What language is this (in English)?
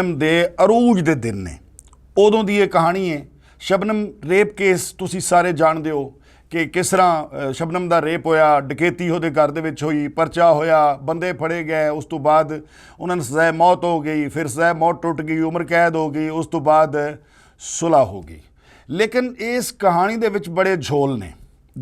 Western Panjabi